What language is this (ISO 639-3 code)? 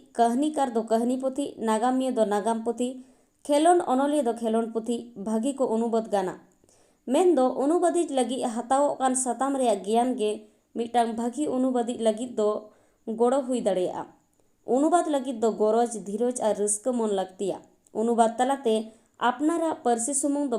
sat